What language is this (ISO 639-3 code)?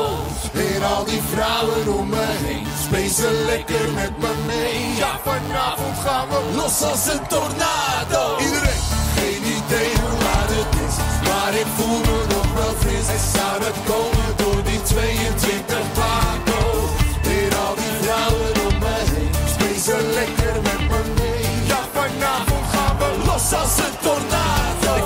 nld